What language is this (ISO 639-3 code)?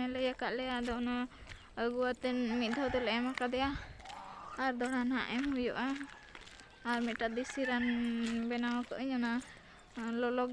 sat